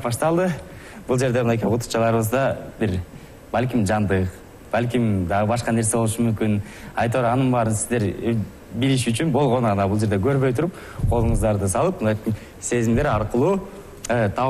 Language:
Kyrgyz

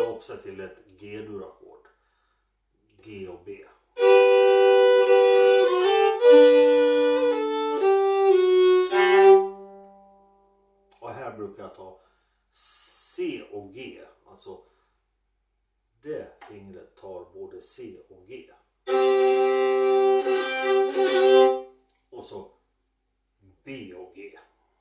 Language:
Swedish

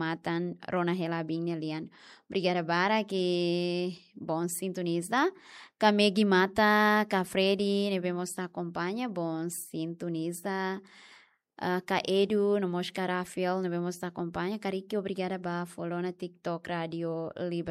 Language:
Tetum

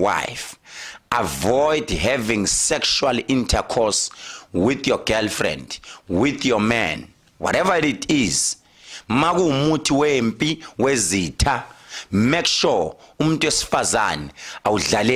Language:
Zulu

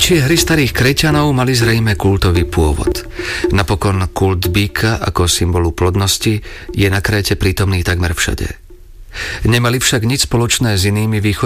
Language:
Slovak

